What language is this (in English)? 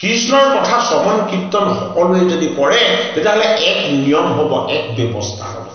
Assamese